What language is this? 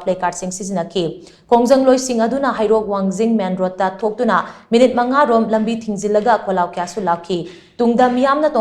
Manipuri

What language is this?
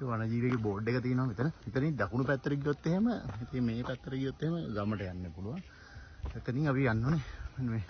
Sinhala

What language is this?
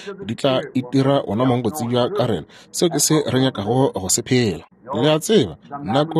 Northern Sotho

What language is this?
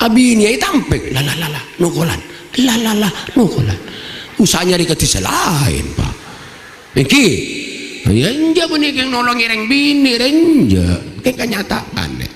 Madurese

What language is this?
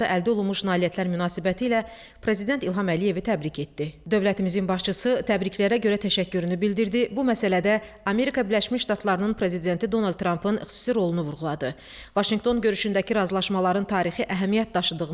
Azerbaijani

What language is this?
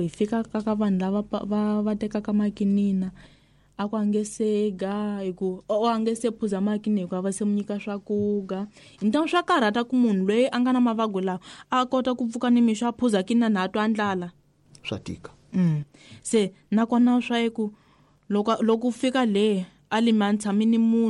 Tsonga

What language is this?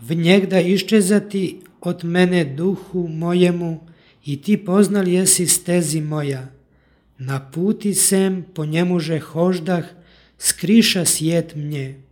Church Slavic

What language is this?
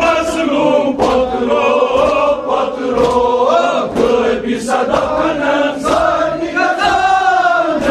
Kashmiri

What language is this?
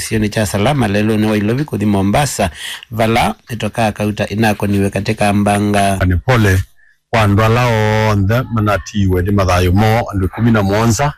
Kamba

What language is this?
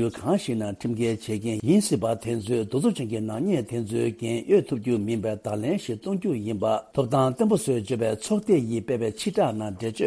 Tibetan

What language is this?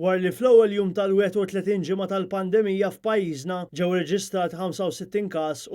Maltese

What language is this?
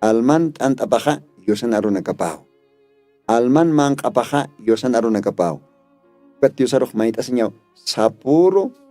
Aymara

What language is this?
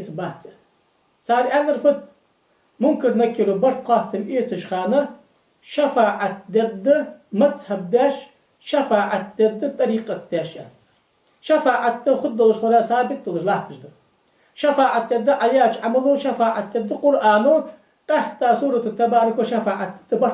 Ingush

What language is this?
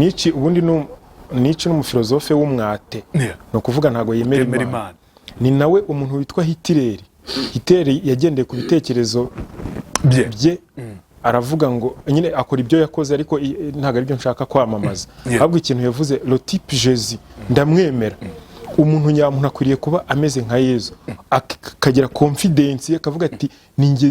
Kinyarwanda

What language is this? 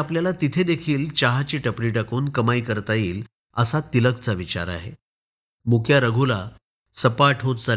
Marathi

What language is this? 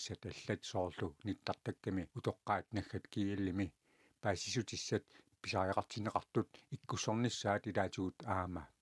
Kalaallisut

